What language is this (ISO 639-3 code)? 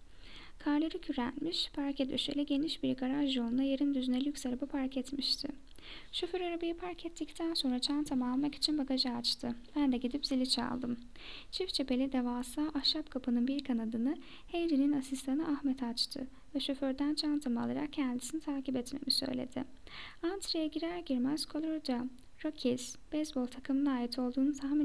tur